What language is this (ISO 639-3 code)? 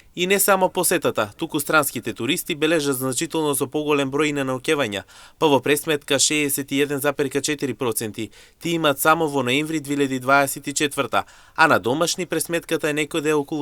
mkd